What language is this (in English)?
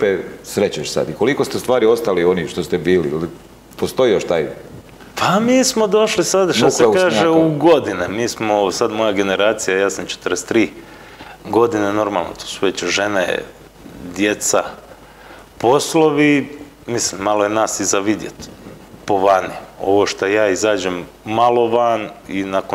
Croatian